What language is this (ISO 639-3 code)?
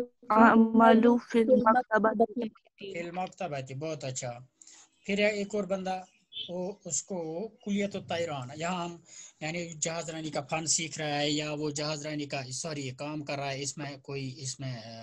urd